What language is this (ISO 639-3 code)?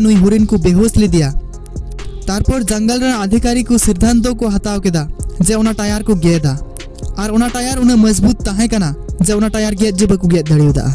sat